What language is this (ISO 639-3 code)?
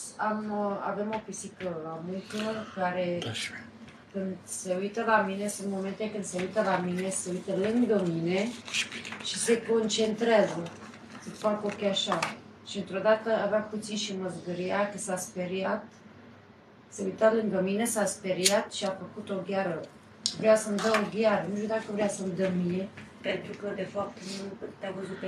ron